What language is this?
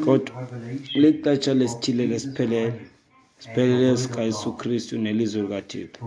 Xhosa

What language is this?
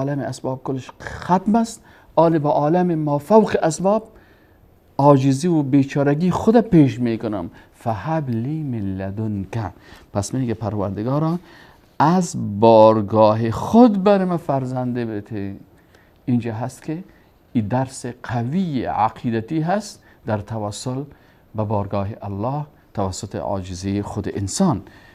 Persian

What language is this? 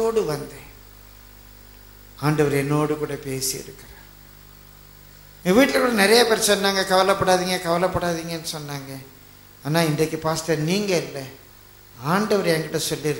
Tamil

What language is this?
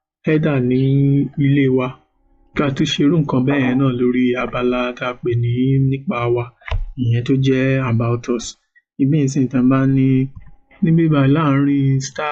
Yoruba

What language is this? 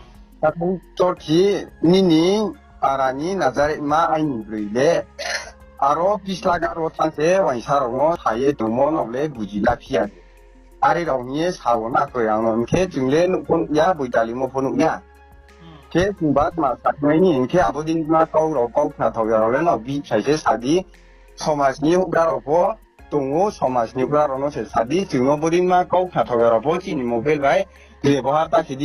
Riang (India)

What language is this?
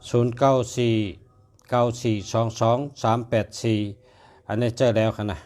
Shan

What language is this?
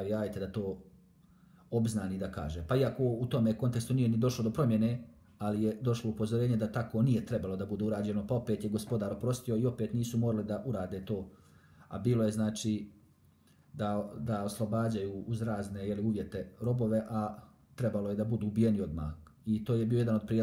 Bosnian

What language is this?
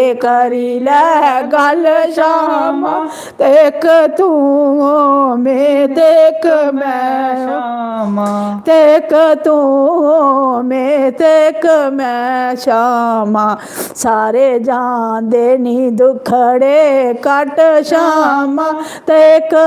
Dogri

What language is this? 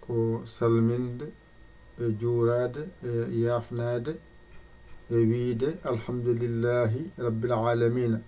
Fula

